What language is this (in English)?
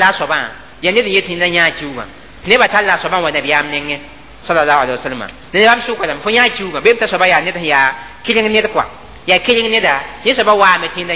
Mossi